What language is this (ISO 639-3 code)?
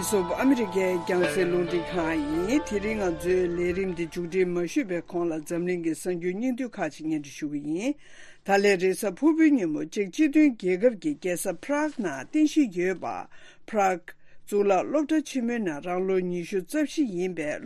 bod